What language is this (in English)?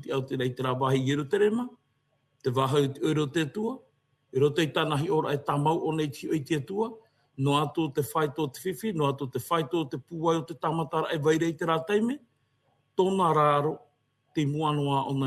Tahitian